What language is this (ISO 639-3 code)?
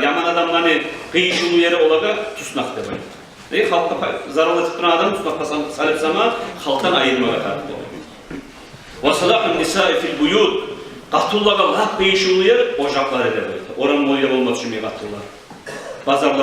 kum